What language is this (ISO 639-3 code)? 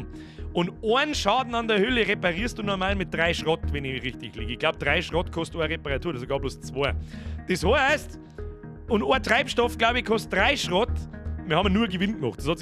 bar